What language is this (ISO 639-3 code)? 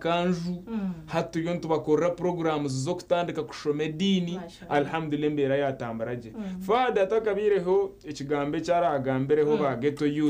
nyn